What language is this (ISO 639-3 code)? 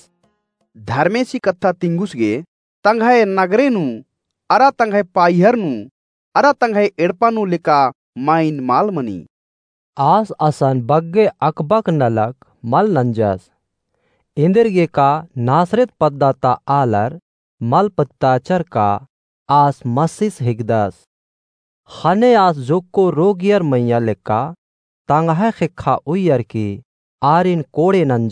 kru